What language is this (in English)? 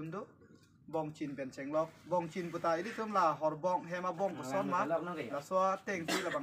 Karbi